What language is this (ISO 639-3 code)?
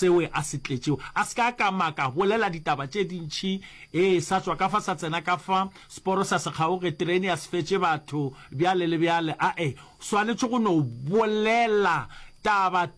nso